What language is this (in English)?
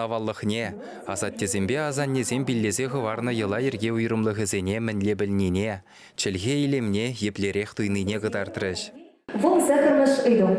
Chuvash